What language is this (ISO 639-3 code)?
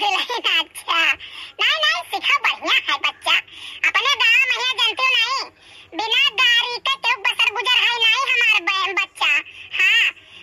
awa